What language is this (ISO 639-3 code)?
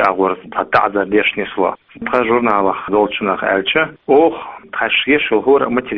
che